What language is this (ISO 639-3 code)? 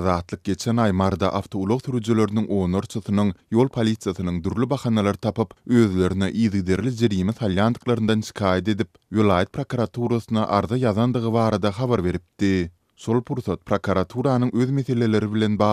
tuk